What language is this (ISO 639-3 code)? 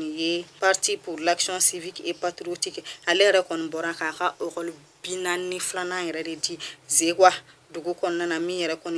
bam